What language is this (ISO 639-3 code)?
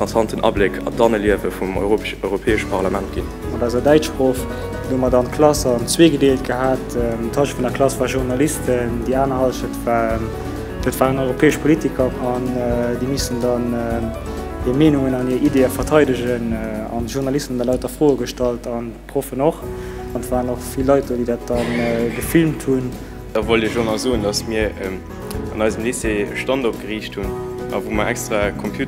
ltz